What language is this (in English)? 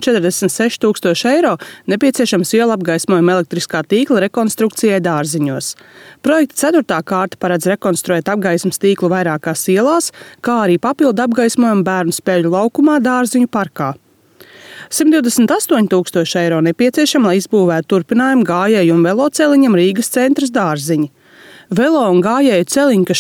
Latvian